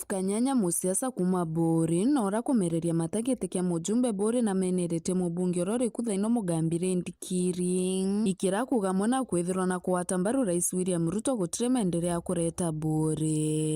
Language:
Meru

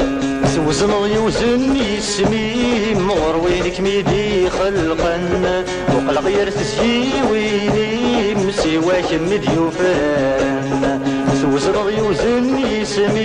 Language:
Kabyle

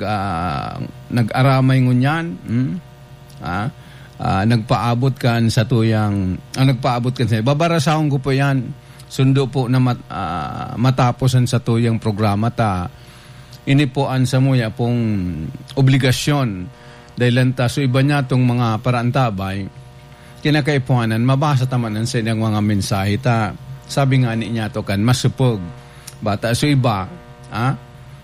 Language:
Bikol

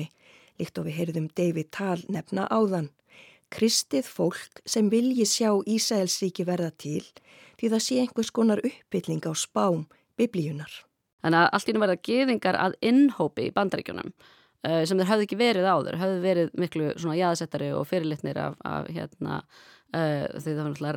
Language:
Icelandic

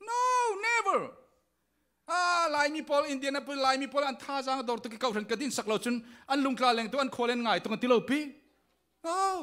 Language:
Falam Chin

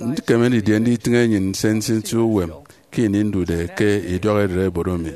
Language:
Efik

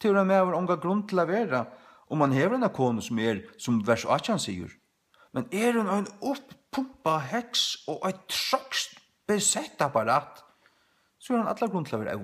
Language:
Faroese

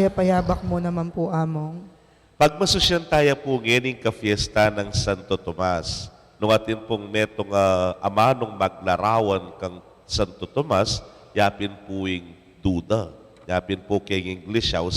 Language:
Pampanga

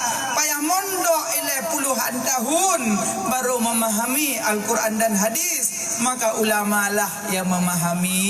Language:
Achinese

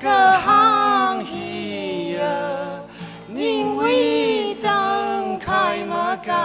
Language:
Tangkhul Naga (India)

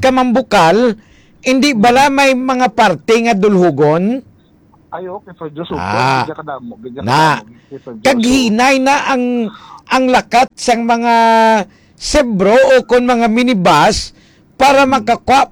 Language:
Hiligaynon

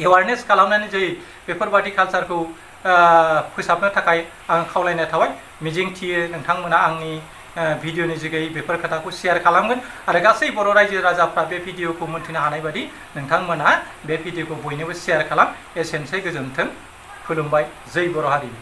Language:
Bodo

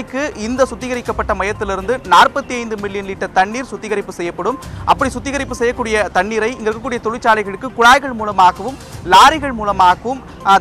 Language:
Tamil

